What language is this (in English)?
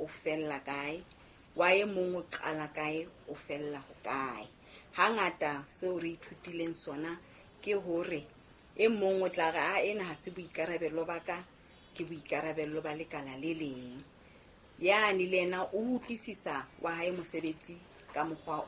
Southern Sotho